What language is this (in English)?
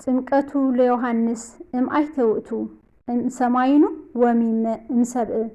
Tigrinya